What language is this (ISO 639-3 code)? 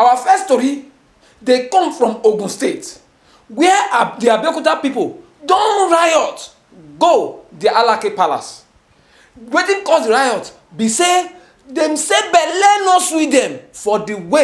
pcm